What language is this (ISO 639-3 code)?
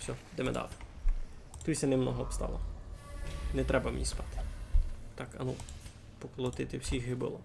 rue